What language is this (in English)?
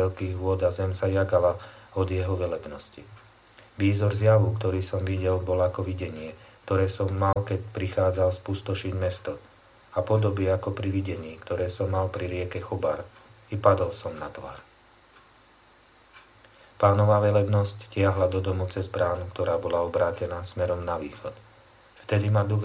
Slovak